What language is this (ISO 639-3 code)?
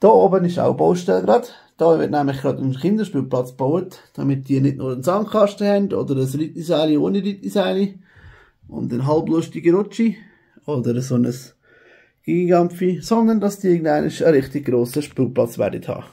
gsw